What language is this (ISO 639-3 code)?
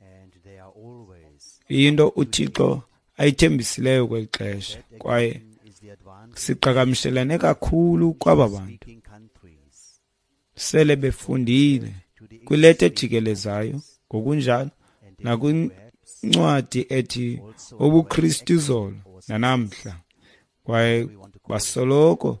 xho